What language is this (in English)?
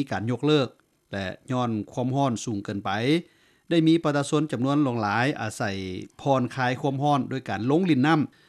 Lao